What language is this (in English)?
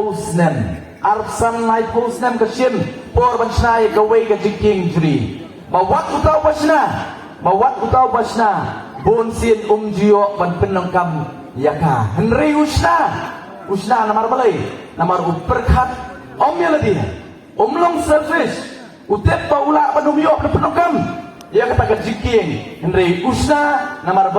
Khasi